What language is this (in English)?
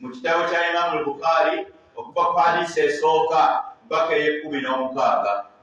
Ganda